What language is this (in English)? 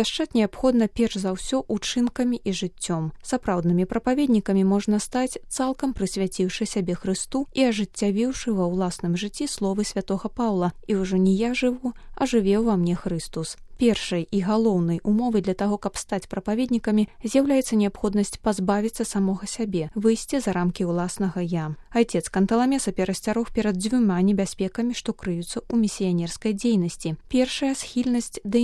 Belarusian